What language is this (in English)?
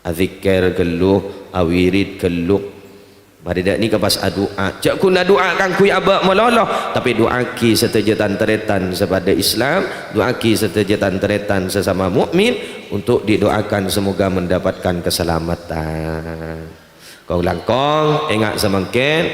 Madurese